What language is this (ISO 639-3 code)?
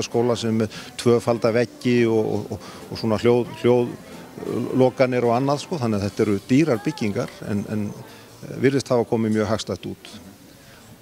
isl